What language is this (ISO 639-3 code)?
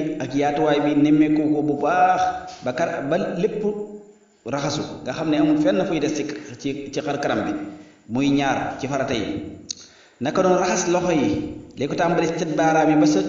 wol